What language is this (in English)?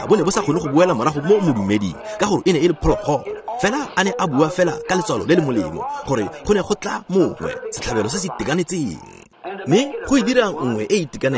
Tswana